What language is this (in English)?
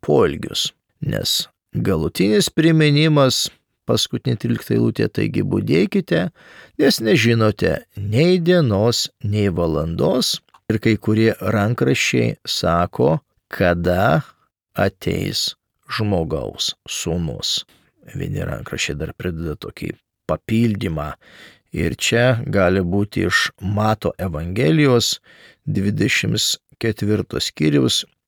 Lithuanian